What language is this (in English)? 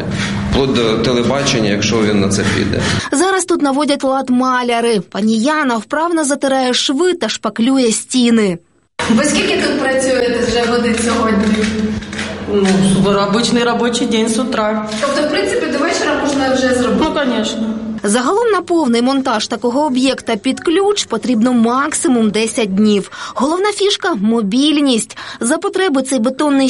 Ukrainian